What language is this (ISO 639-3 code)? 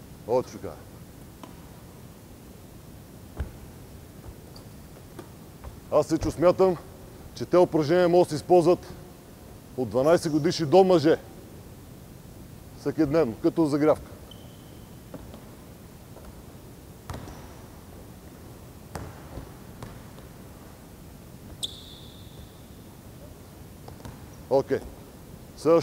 bul